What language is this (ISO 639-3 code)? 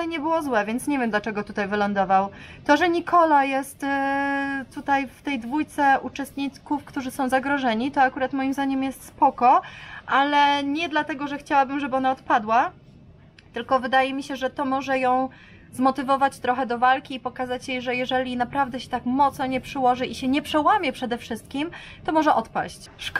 pol